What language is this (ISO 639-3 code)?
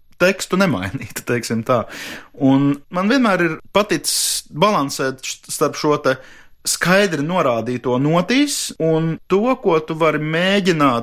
lav